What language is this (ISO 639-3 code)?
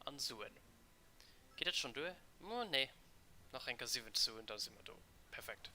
ltz